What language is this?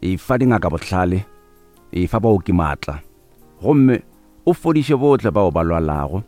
Northern Sotho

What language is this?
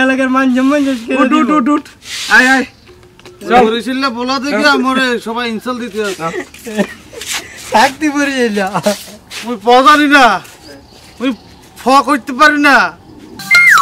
Bangla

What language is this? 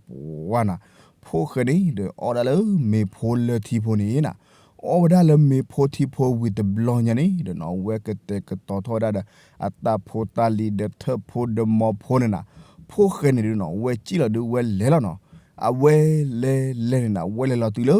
S'gaw Karen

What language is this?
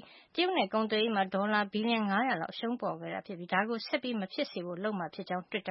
Burmese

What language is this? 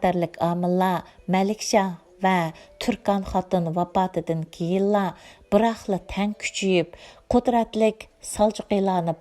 Uyghur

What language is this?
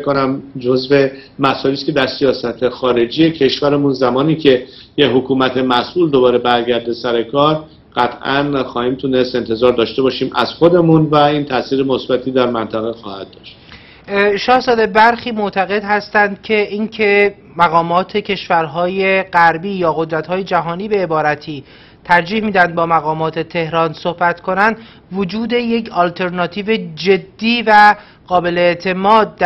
Persian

